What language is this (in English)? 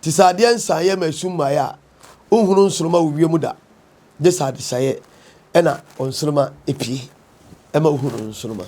Akan